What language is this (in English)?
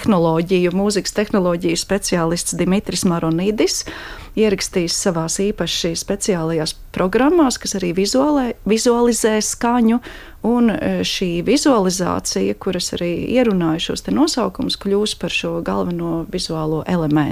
Latvian